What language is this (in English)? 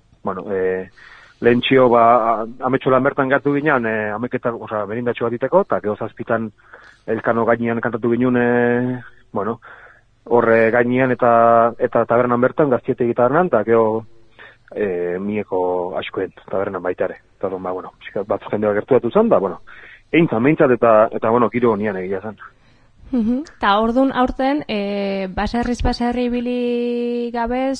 Basque